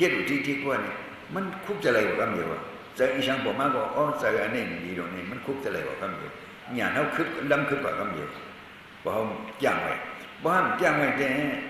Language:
Shan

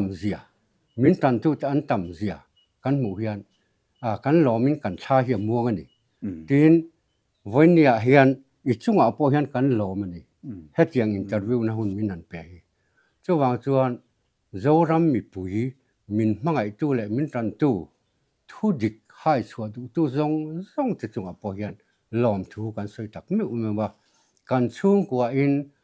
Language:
Mizo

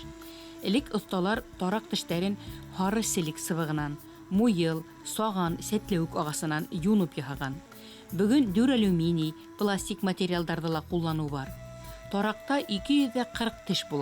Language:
Bashkir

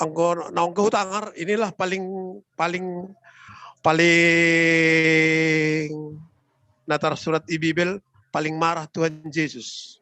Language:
Batak Simalungun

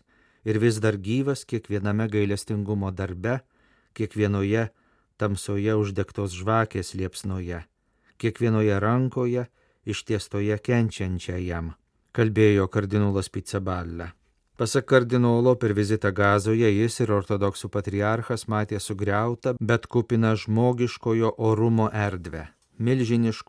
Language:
Lithuanian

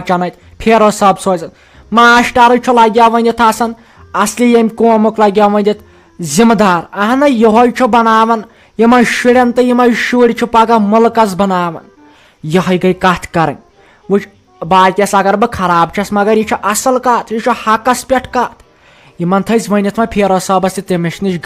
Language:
Kashmiri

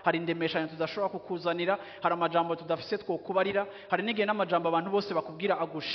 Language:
Rundi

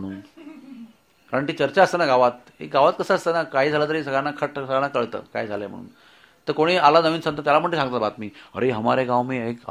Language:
Marathi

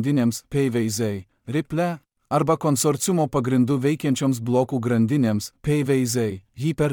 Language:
Lithuanian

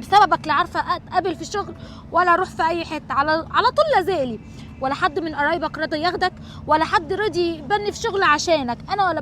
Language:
Egyptian Arabic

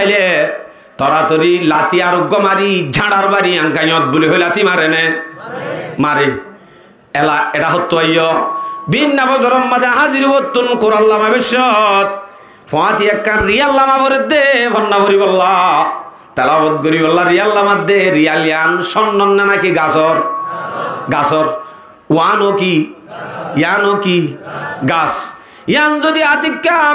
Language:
Rohingya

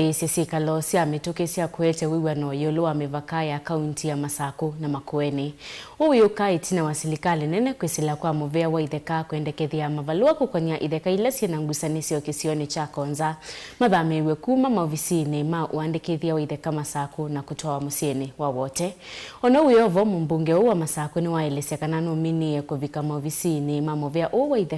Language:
Kamba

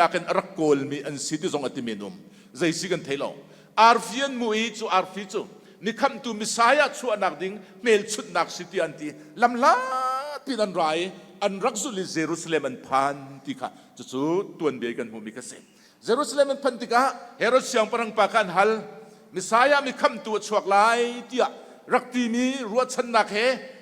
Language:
Hakha Chin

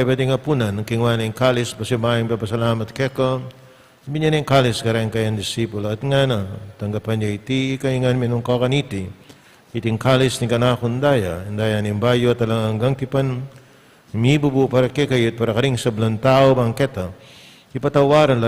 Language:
Pampanga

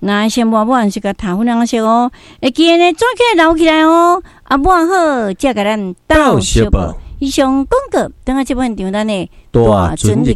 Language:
Min Nan Chinese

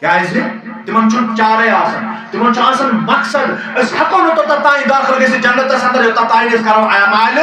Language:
Kashmiri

